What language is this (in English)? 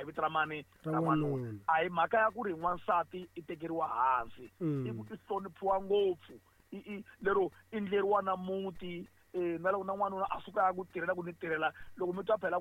Tsonga